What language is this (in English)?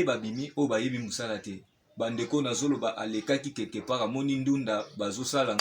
Lingala